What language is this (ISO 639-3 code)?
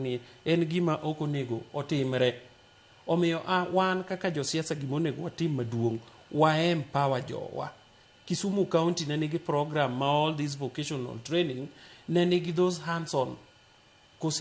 luo